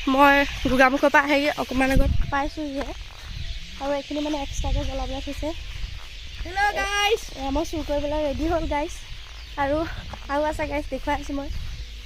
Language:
Assamese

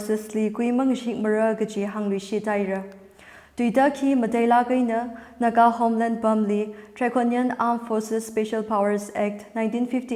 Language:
Tangkhul Naga (India)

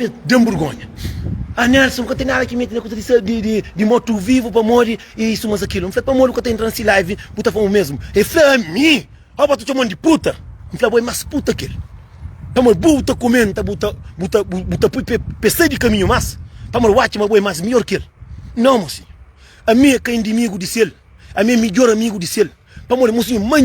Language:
Kabuverdianu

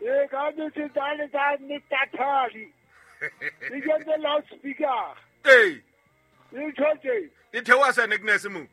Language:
Southern Sotho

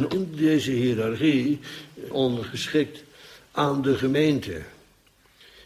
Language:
Dutch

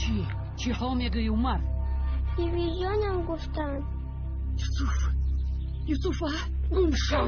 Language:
Tajik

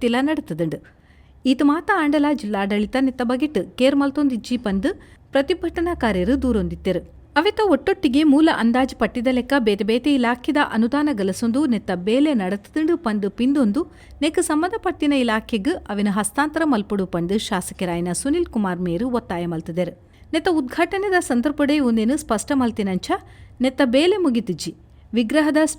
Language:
Tulu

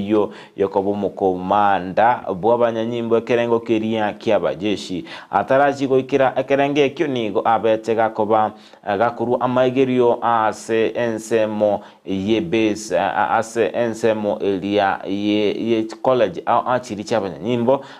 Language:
Gusii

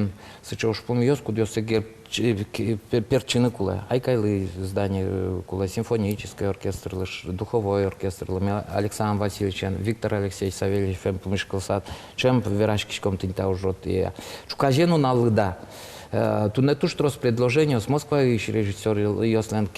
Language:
Udmurt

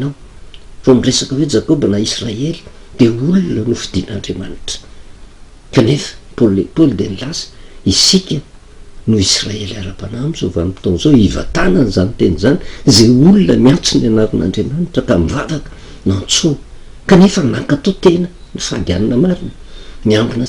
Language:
Malagasy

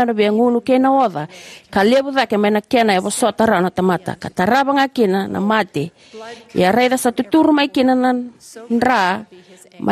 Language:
Fijian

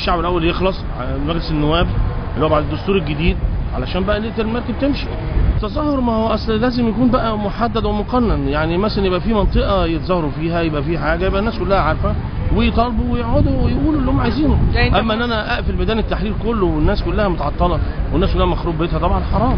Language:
Egyptian Arabic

